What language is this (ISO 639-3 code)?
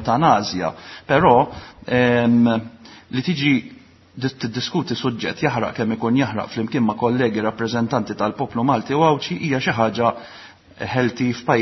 mlt